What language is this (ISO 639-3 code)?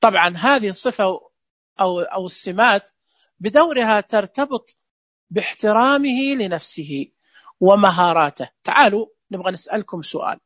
ars